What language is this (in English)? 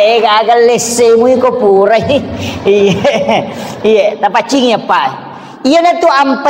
Buginese